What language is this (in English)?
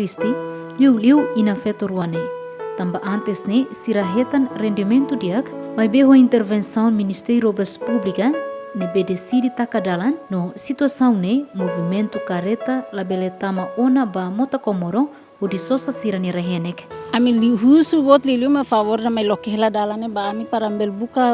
Tetum